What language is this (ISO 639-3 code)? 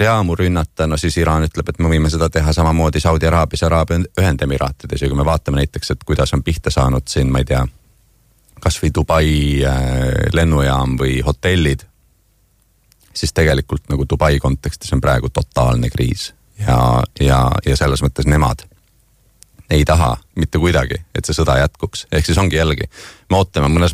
est